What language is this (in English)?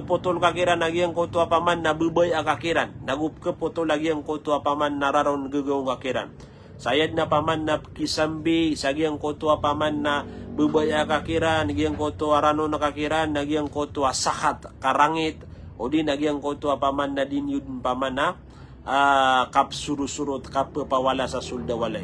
Maranao